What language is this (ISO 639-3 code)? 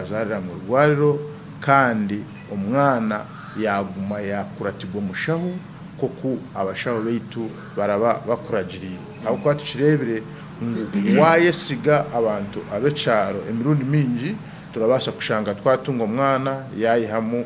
nyn